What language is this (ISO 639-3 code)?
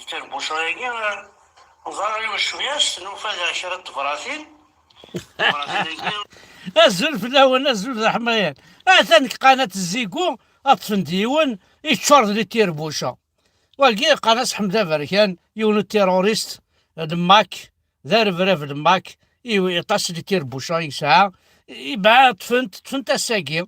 kab